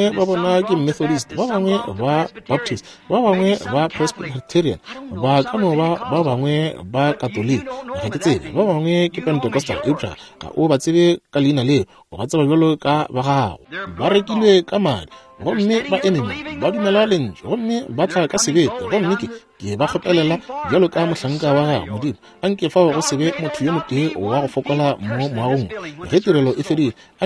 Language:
Northern Sotho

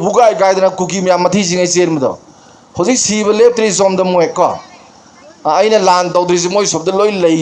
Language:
Manipuri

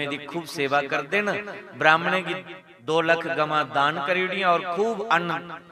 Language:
Dogri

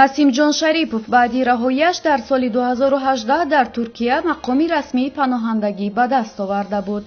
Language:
Tajik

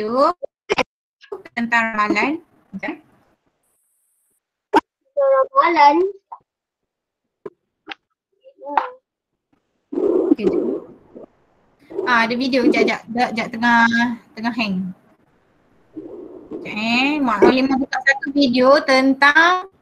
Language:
Malay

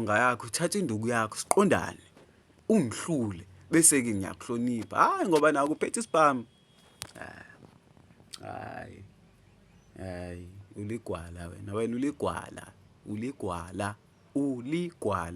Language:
Zulu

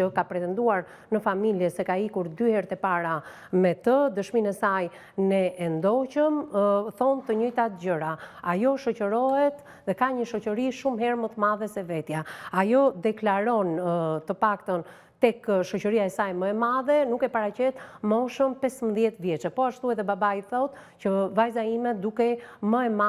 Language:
Albanian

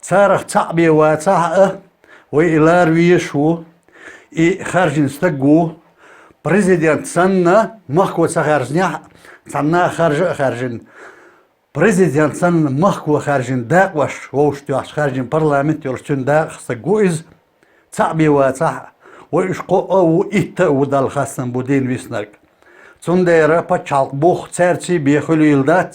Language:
Chechen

